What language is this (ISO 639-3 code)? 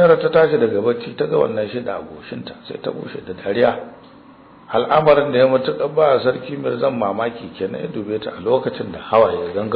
hau